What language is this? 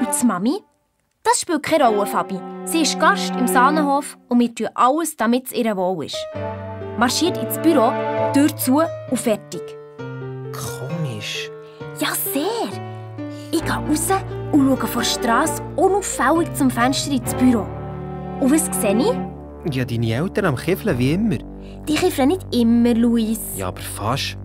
Swiss German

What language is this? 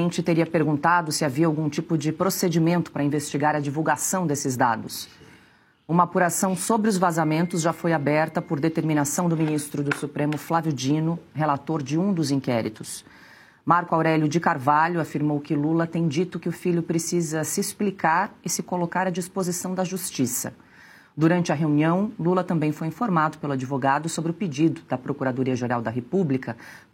Portuguese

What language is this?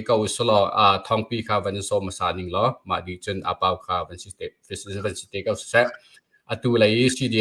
Hakha Chin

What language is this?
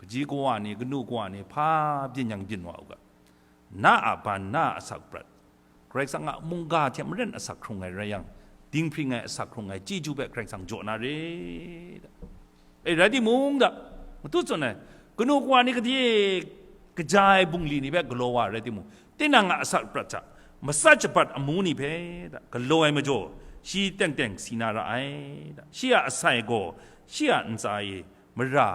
Kachin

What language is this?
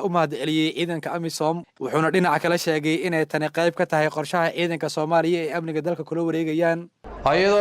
Somali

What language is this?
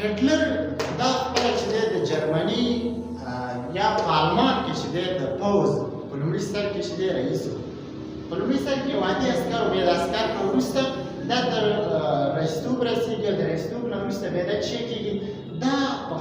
Pashto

